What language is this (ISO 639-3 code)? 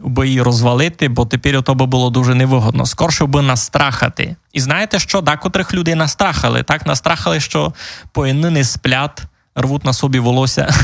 rue